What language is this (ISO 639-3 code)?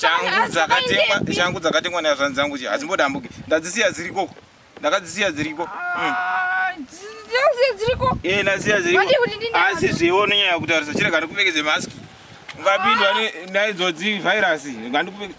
sna